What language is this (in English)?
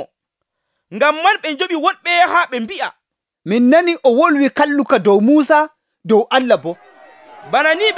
Nigerian Fulfulde